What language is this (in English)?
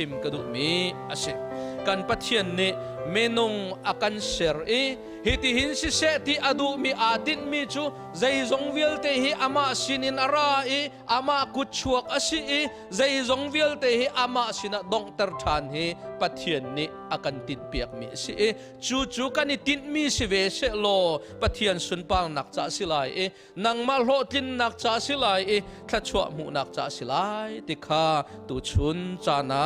Hakha Chin